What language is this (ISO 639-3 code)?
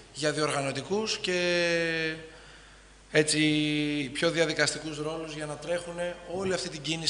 ell